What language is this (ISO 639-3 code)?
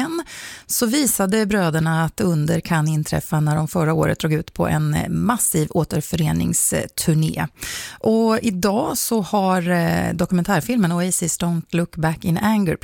swe